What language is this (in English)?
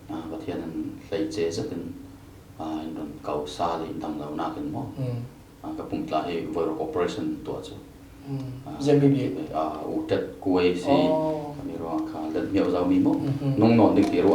Falam Chin